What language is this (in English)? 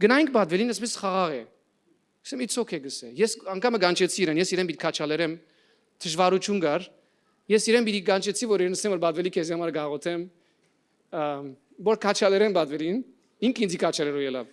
Western Armenian